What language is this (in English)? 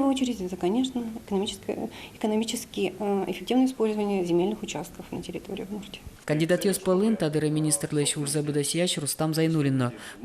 Udmurt